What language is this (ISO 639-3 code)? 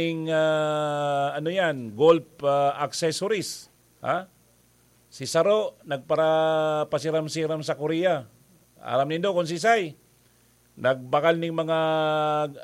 bik